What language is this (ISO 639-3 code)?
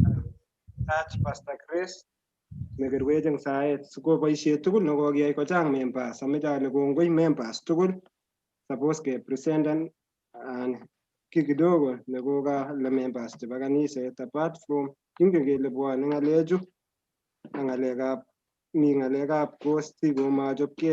kln